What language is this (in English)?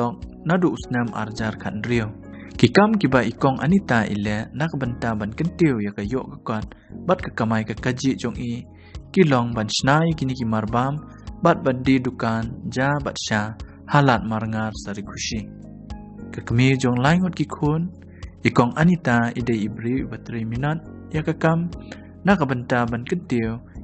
Khasi